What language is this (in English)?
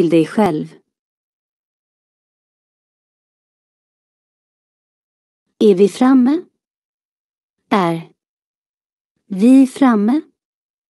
Swedish